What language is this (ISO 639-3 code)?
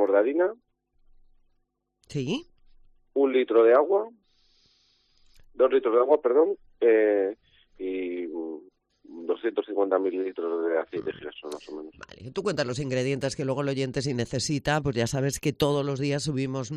spa